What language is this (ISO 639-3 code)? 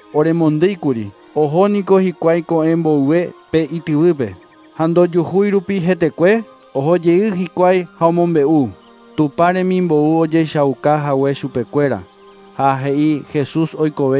grn